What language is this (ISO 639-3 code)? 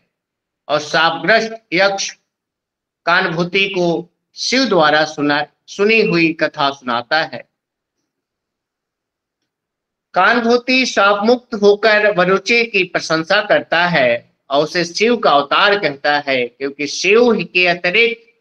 hin